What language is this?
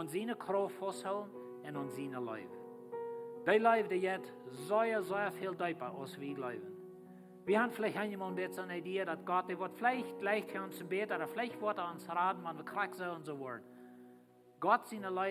Plautdietsch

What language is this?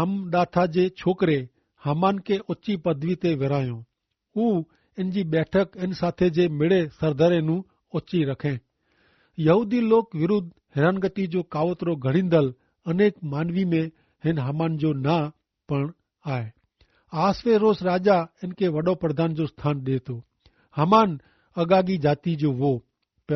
Kachhi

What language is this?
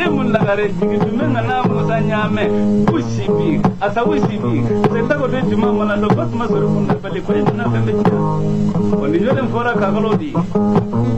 Bambara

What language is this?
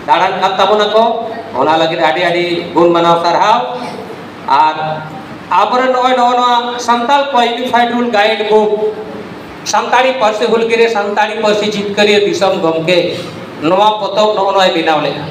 Santali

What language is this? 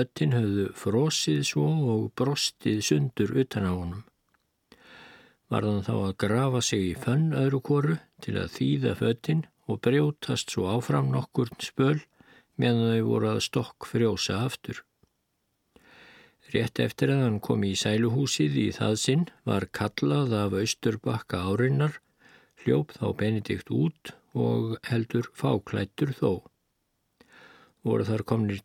Icelandic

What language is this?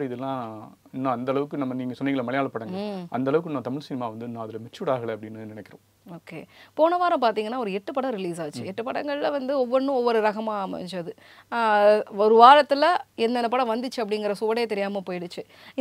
Tamil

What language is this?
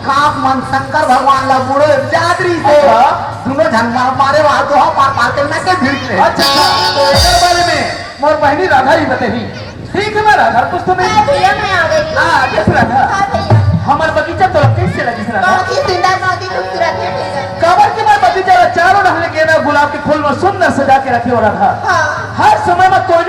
Chhattisgarhi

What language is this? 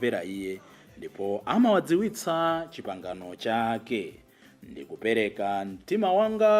Nyanja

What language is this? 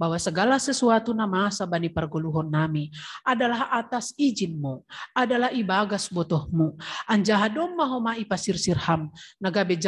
Batak Simalungun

